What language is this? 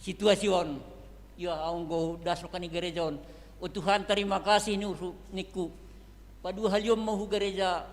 Batak Simalungun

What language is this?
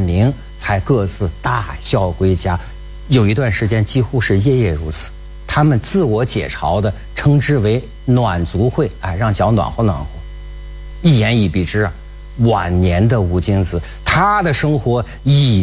Chinese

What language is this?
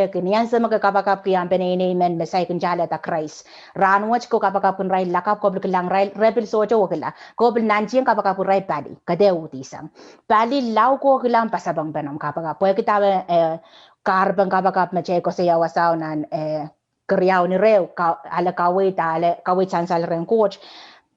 Pohnpeian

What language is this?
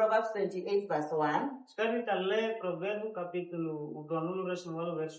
Tetum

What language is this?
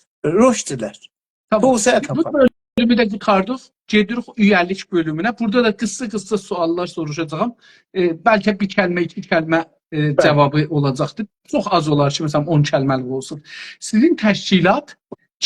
South Azerbaijani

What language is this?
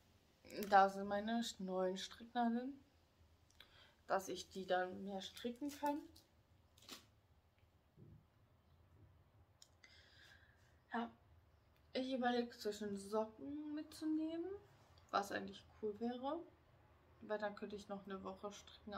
German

